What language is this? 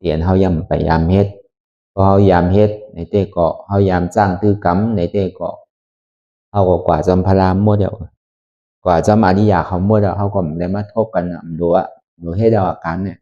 Shan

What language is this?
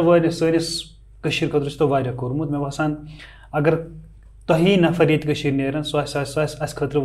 Kashmiri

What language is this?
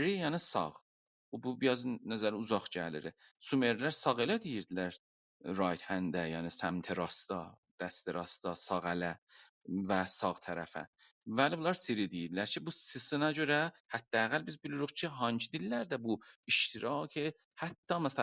South Azerbaijani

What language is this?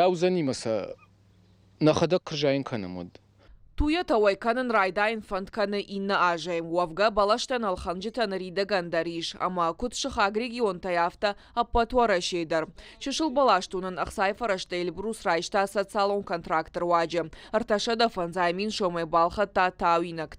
Ossetic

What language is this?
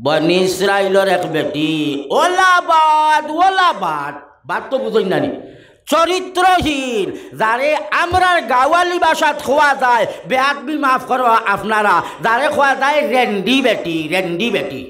Sylheti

